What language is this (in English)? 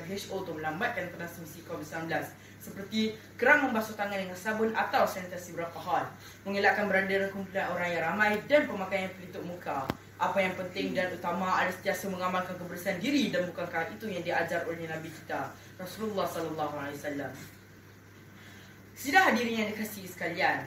Malay